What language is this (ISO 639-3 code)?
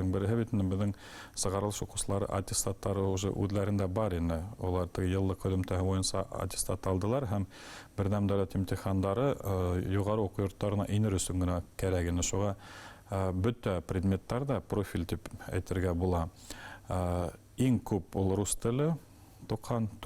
bak